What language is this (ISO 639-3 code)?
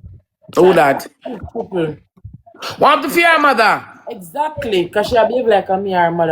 jam